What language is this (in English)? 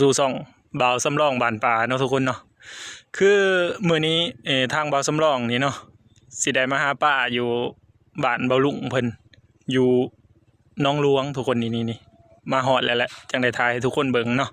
Lao